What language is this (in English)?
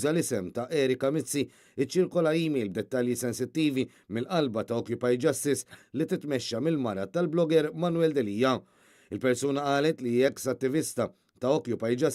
Maltese